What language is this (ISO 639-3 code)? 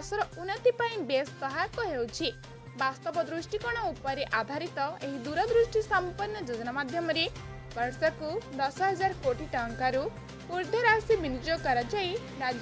ori